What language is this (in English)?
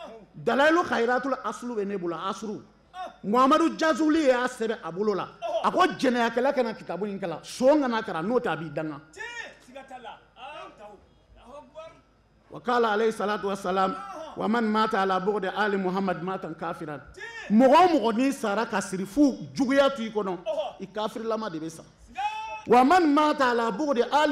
Bambara